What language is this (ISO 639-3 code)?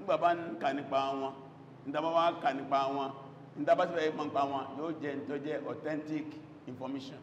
yor